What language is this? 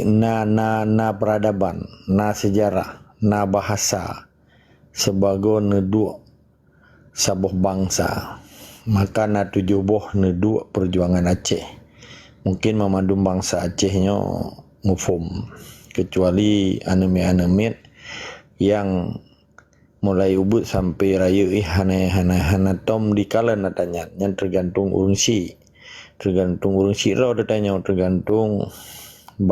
Achinese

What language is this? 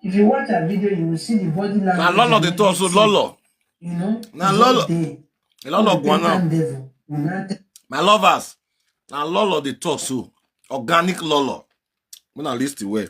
Nigerian Pidgin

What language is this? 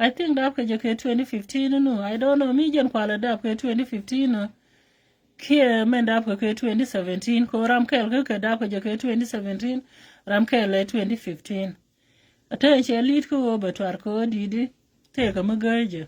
Nuer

